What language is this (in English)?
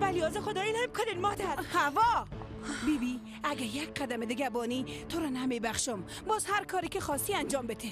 Persian